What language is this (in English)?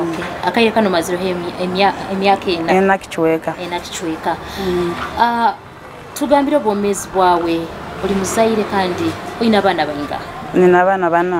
Nyoro